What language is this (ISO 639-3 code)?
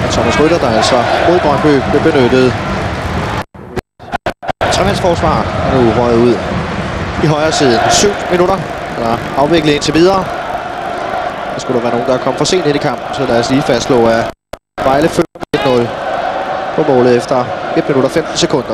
dan